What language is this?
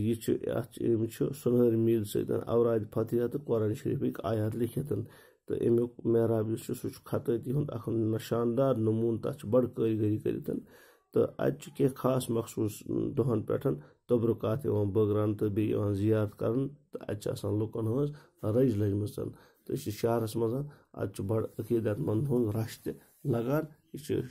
Kashmiri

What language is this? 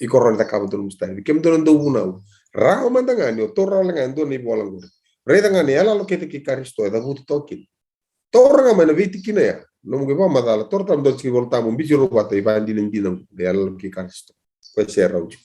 Fijian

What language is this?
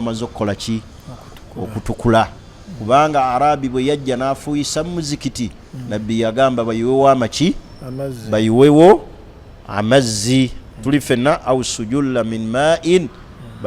Ganda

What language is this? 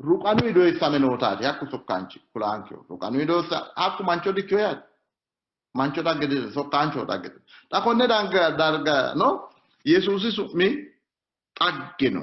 Sidamo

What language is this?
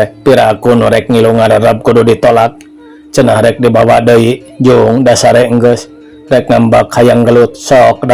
Sundanese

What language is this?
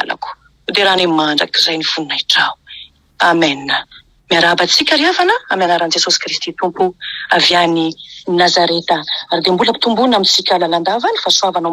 Malagasy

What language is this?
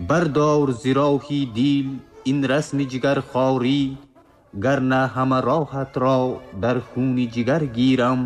Tajik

